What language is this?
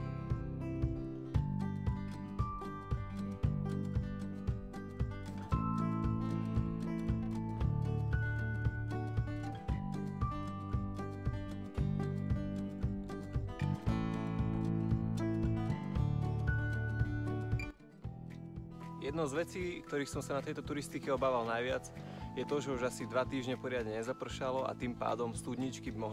Slovak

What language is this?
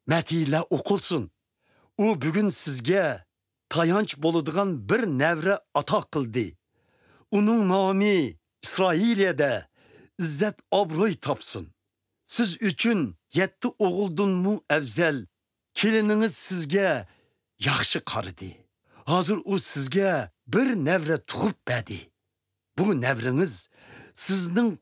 Uyghur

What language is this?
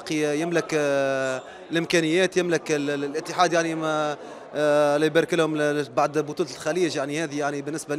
Mesopotamian Arabic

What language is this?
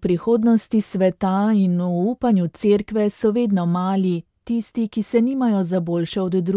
Slovenian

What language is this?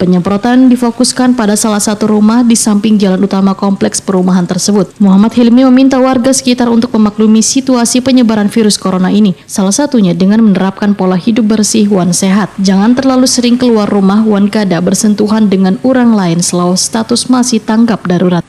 Banjar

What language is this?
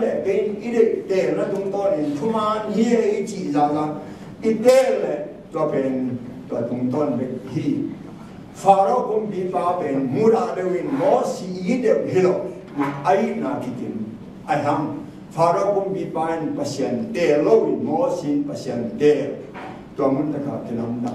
Tedim Chin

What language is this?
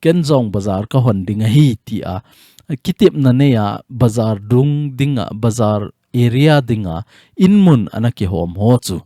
Thado Chin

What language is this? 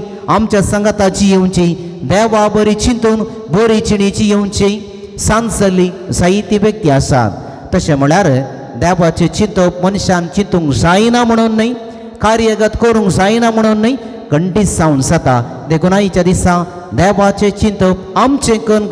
Konkani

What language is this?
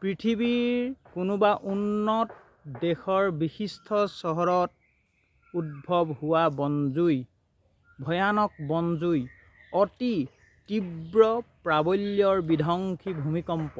Assamese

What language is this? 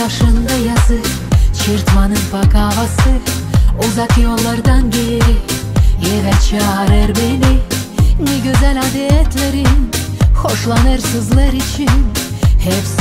Gagauz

